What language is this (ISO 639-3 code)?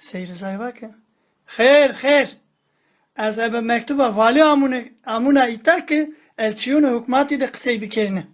zza